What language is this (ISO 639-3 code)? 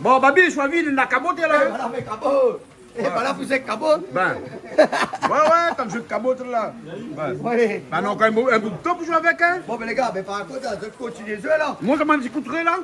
rcf